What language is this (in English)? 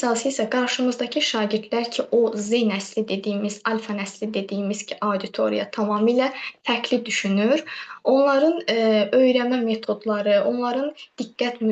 Azerbaijani